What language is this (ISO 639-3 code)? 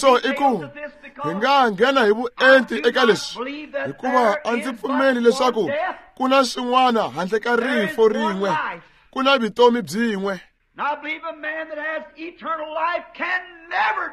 tso